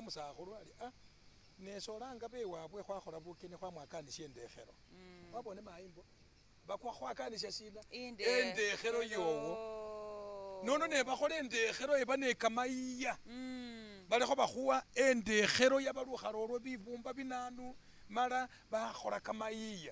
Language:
Masaaba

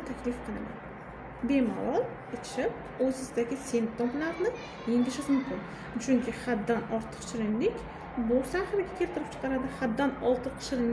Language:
Uzbek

